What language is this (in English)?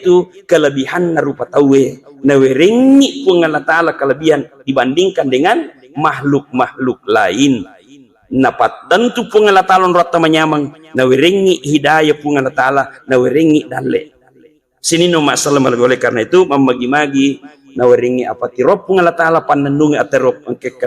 Buginese